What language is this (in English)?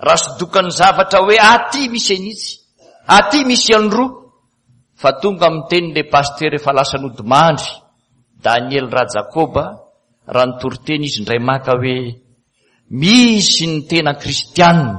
Malagasy